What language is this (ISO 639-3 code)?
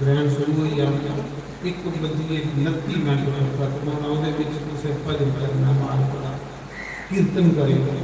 doi